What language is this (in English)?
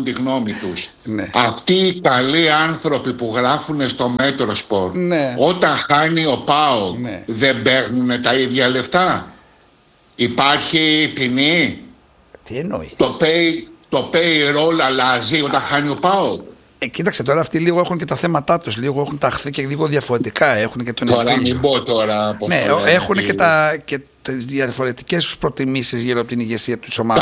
Greek